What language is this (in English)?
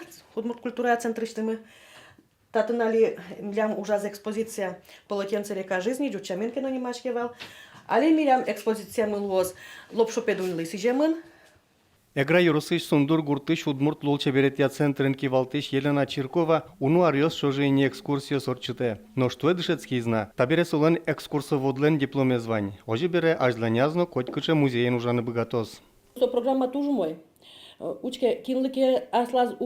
Udmurt